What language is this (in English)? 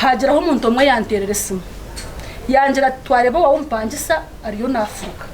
Nyankole